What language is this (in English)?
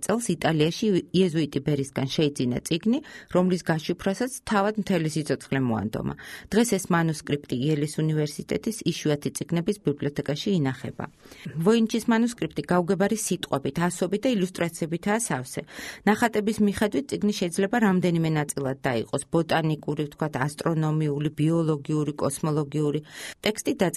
Georgian